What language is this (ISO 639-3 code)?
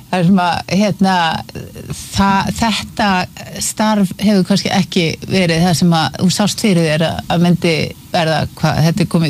isl